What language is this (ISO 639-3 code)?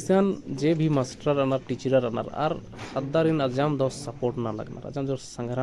kru